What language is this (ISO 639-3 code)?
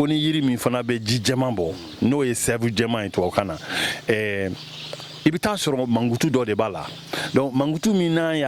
bam